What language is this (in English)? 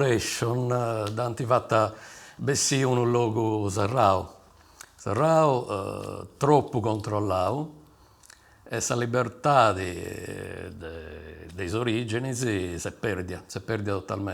Sardinian